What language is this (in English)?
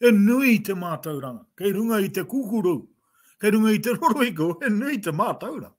Māori